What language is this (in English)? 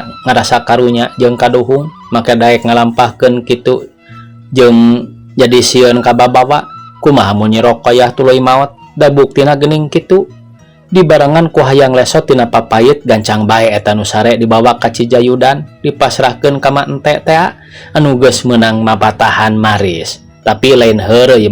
Sundanese